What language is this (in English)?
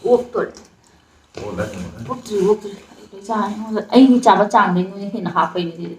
Manipuri